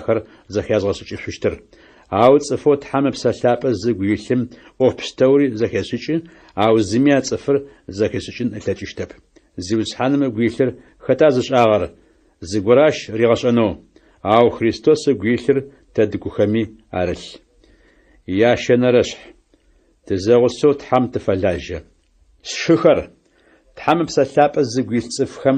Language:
Adyghe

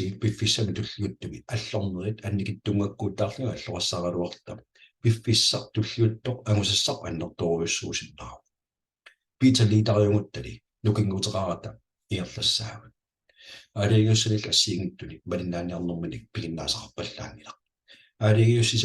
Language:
Kalaallisut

